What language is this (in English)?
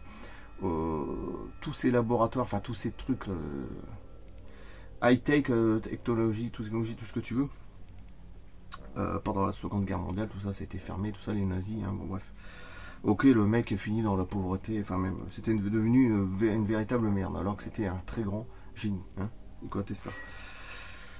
French